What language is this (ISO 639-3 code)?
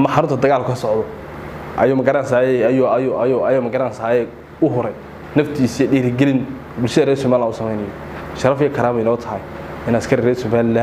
som